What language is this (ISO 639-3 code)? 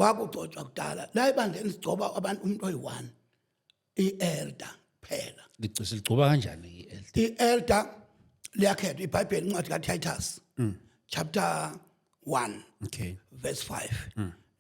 zul